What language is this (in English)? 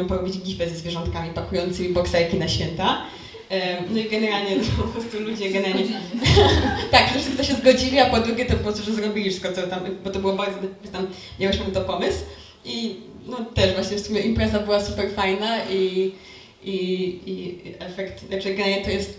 Polish